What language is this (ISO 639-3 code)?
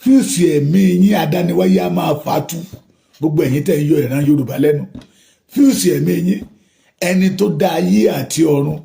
yor